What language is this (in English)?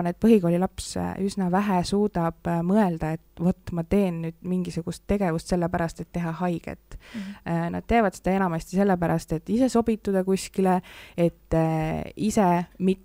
Estonian